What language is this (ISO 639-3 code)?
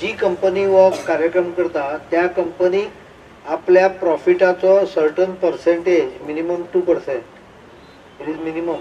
kok